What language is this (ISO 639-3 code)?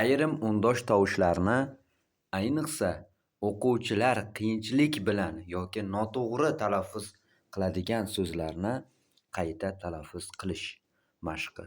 uzb